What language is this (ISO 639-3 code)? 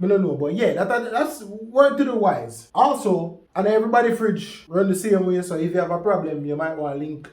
jam